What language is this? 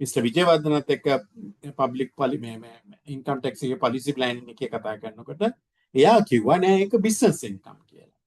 Sinhala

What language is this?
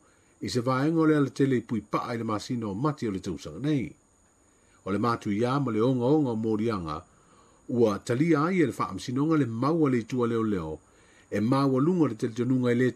Samoan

